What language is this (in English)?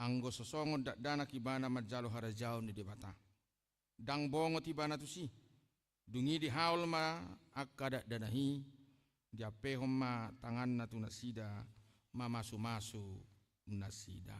Batak Toba